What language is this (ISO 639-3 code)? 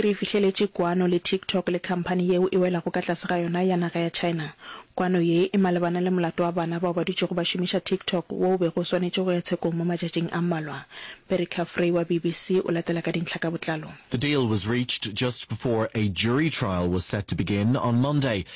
nso